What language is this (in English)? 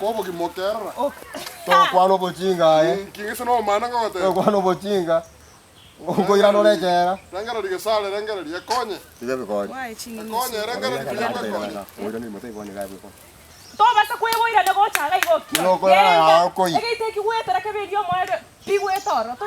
Gusii